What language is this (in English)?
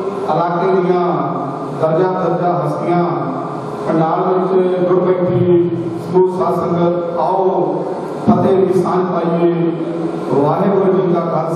Punjabi